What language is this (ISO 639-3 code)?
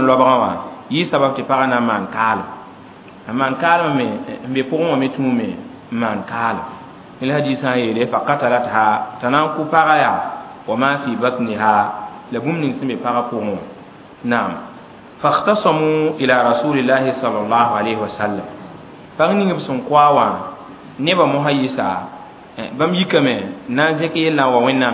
mos